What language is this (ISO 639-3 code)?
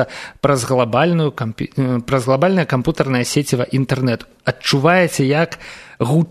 bel